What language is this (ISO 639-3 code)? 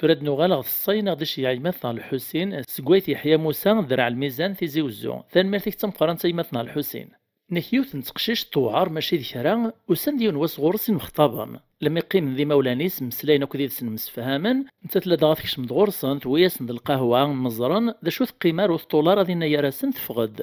kab